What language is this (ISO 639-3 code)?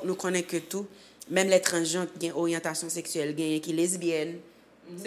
hat